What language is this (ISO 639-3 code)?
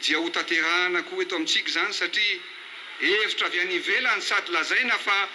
mlg